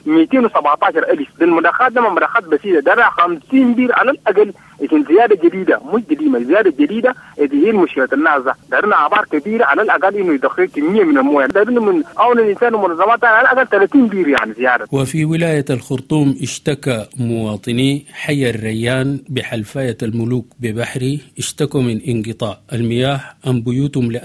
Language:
Sudanese Arabic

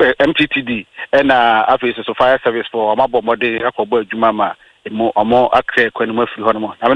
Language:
Akan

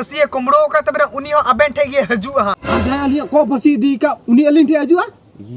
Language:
Santali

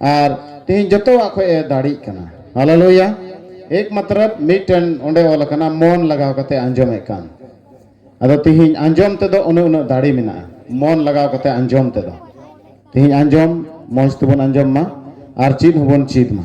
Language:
Santali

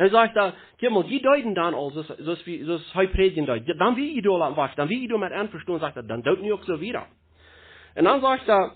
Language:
Plautdietsch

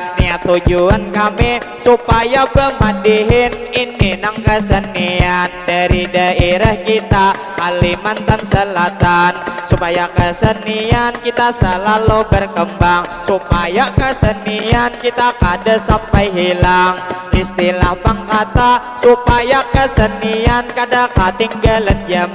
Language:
Banjar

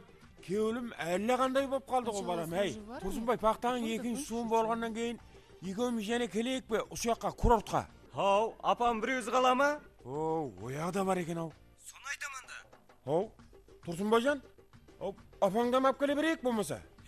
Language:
Kara-Kalpak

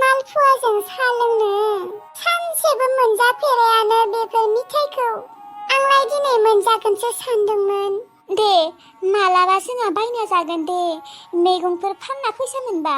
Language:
Bodo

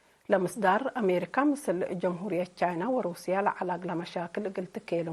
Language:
Tigre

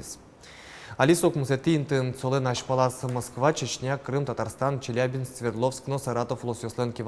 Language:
Udmurt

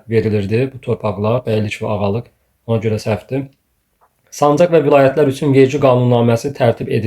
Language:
Azerbaijani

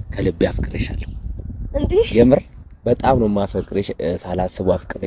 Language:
Amharic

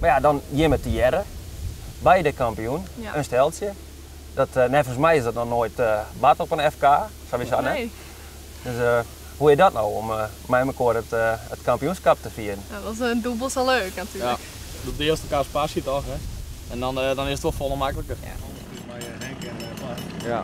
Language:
Western Frisian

